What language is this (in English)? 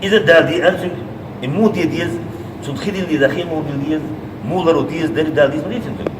Chechen